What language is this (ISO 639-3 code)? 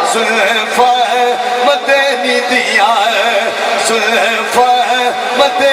skr